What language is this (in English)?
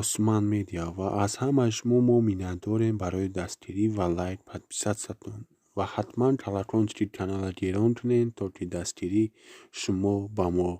Tajik